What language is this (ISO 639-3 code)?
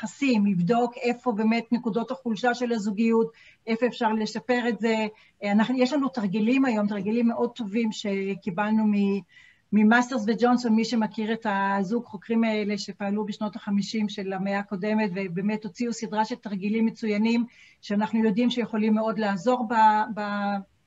heb